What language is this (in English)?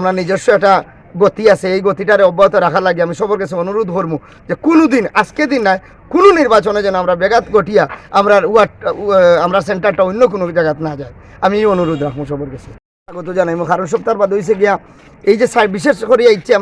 Sylheti